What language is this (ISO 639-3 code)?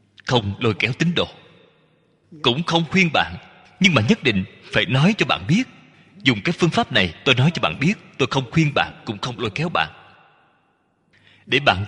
vie